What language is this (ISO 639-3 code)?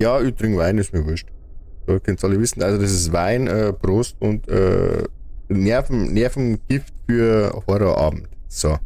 bar